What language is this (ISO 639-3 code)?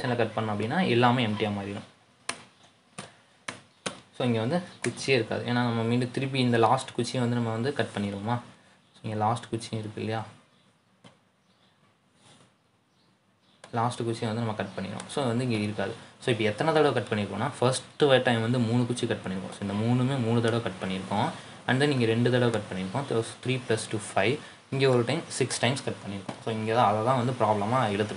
tam